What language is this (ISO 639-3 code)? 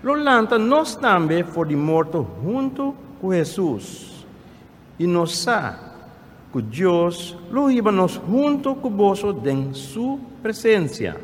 pap